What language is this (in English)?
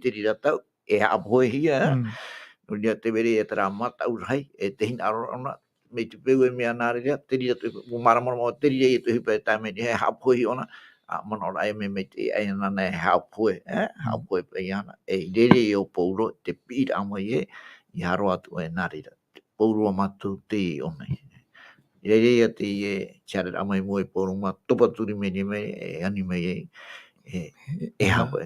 Tahitian